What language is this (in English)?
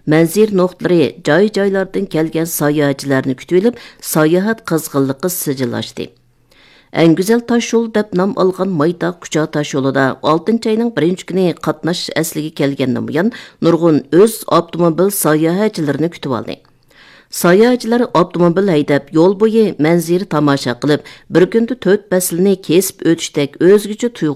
Uyghur